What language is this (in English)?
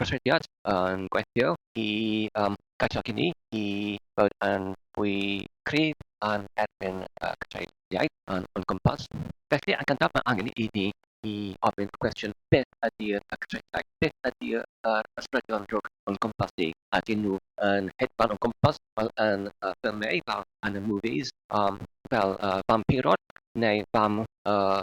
Welsh